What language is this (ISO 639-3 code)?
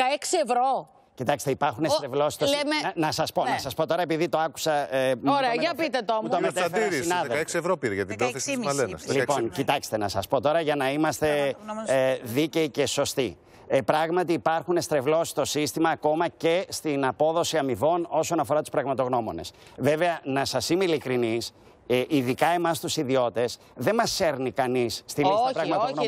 ell